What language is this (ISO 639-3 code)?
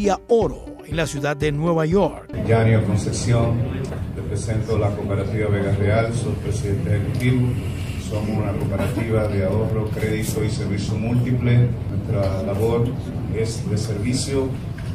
spa